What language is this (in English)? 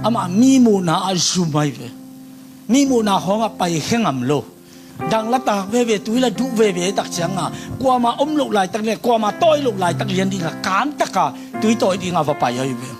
Tedim Chin